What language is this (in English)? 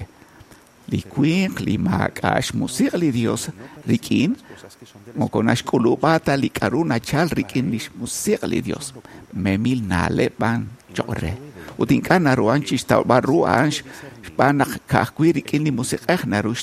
Kekchí